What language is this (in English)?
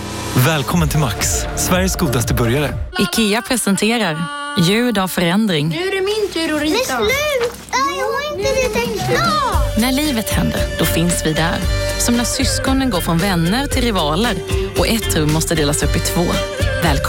Swedish